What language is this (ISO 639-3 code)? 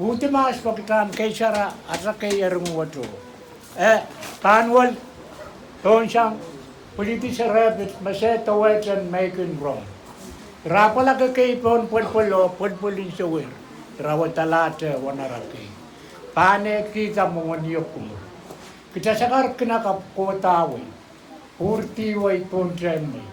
pon